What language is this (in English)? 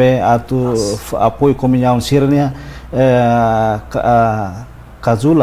Tetum